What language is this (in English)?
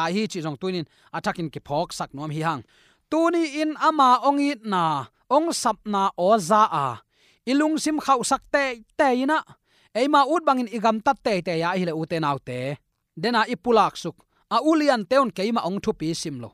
Tedim Chin